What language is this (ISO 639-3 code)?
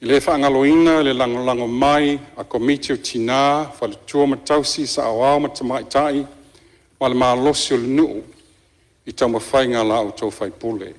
smo